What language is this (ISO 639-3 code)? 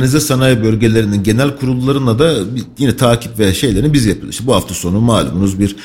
tur